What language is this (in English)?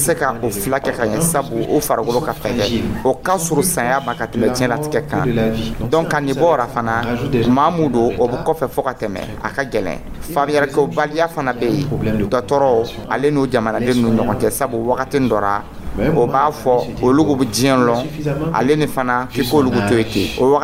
Dyula